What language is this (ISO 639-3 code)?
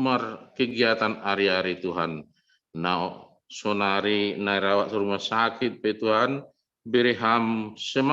bts